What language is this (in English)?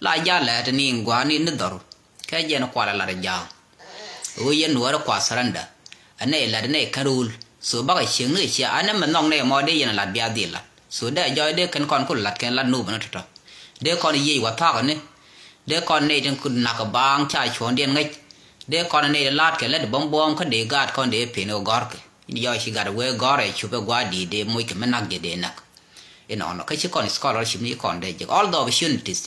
Nuer